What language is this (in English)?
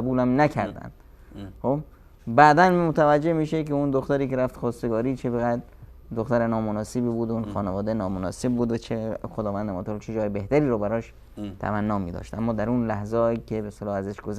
Persian